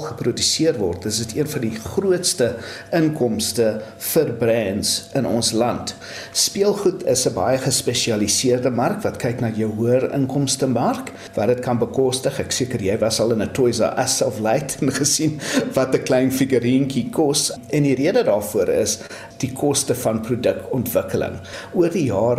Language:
Afrikaans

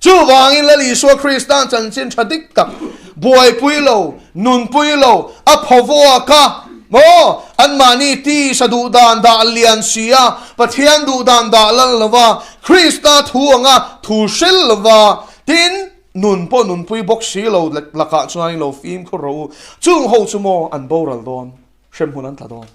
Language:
Mizo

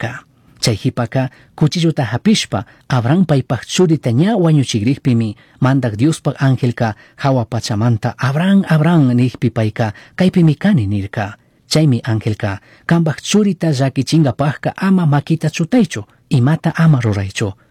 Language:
Chimborazo Highland Quichua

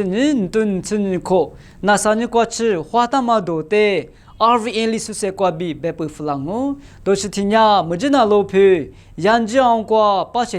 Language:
Lisu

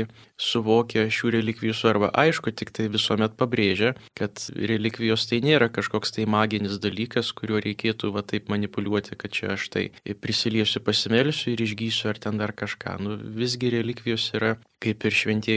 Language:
Lithuanian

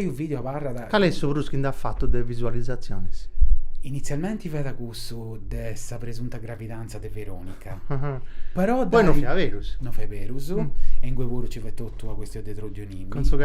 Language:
Sardinian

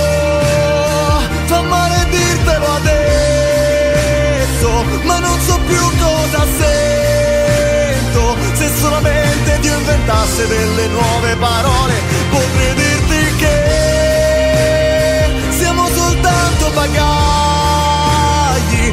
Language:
Italian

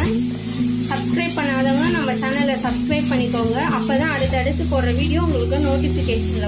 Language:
Tamil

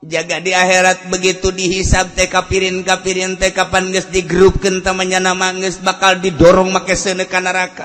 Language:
Sundanese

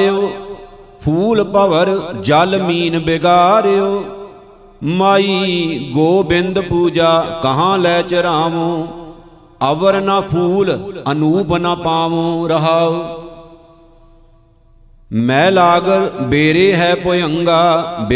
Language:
Punjabi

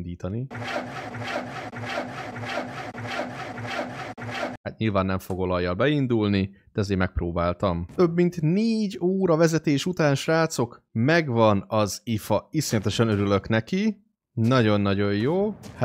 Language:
Hungarian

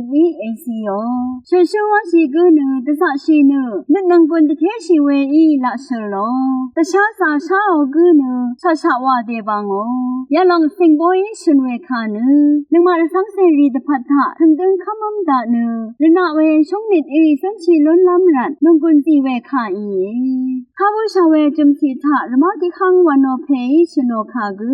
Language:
Rawang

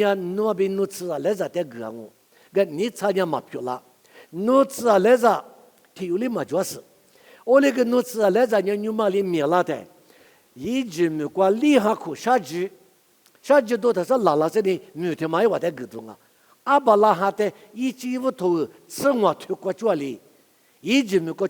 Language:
Lisu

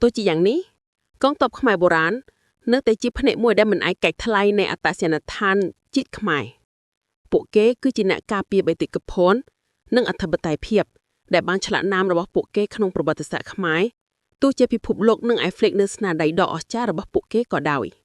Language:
Khmer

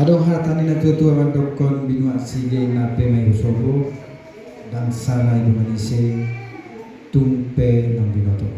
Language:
Batak Toba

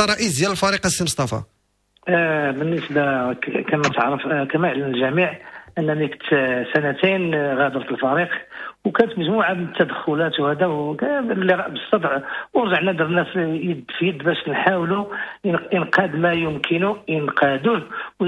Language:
Moroccan Arabic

